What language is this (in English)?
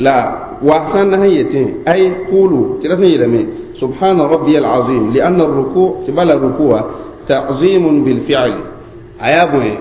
Mossi